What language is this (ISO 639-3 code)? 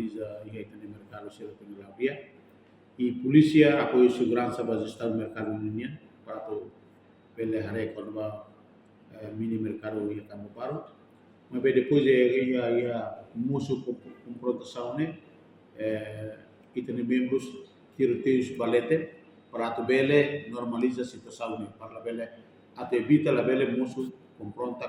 tet